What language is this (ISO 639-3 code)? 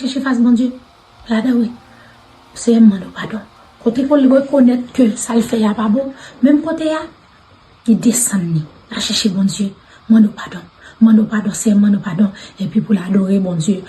hat